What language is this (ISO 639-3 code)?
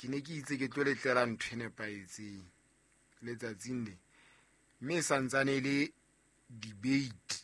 sot